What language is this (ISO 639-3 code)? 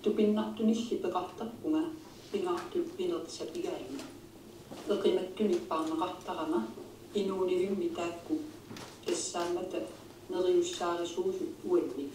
kal